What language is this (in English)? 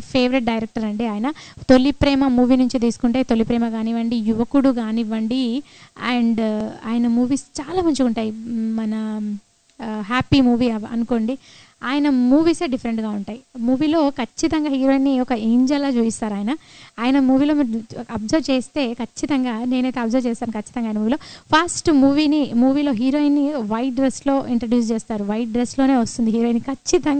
Telugu